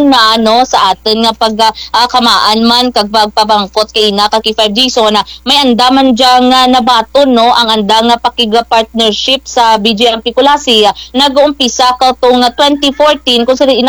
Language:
Kinaray-a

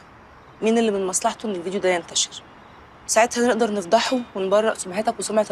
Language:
Egyptian Arabic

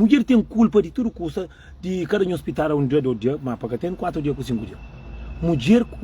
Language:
Kabuverdianu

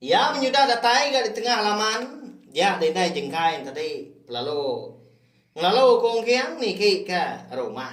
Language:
Iban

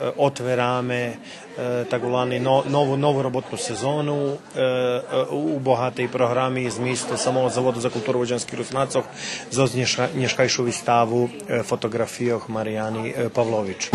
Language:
Rusyn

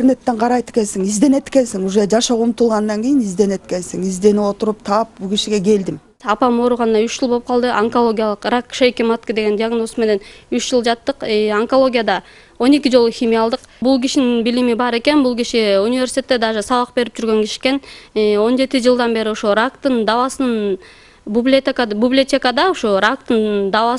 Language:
Kyrgyz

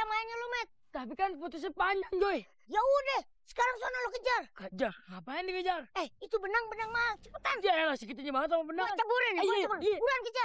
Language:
Betawi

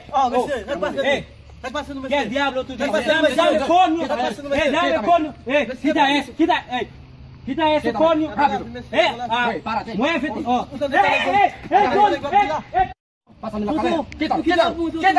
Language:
Haitian Creole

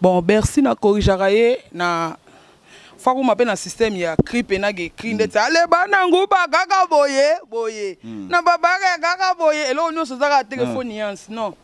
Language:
Lingala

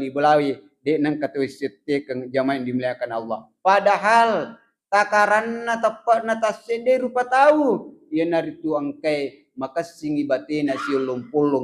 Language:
Buginese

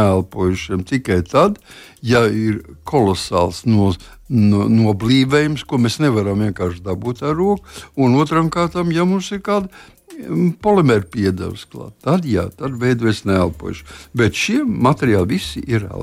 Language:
Latvian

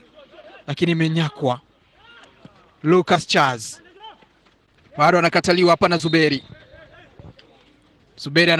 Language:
Swahili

